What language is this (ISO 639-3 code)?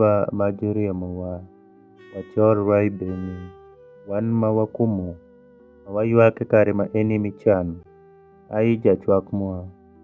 alz